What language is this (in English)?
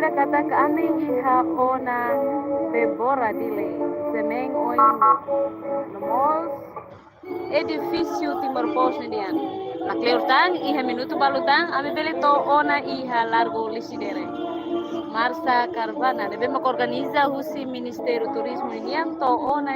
Tetum